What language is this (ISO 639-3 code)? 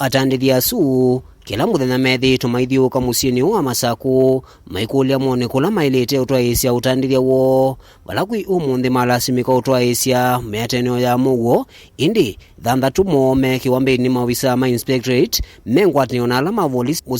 kam